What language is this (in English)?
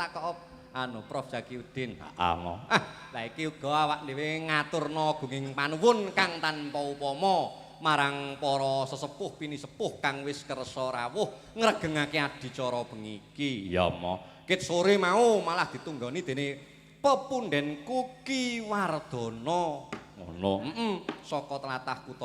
Javanese